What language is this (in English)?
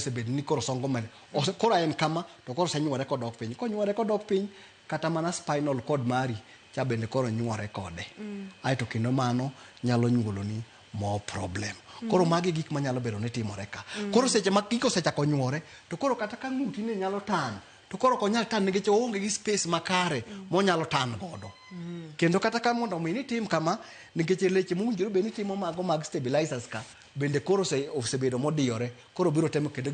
Luo (Kenya and Tanzania)